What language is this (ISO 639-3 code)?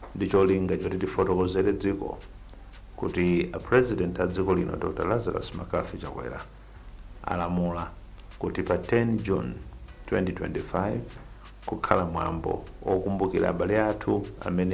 nya